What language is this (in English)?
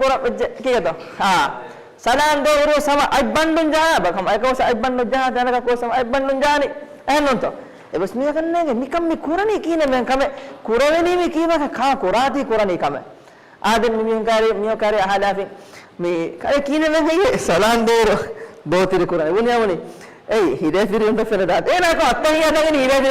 Divehi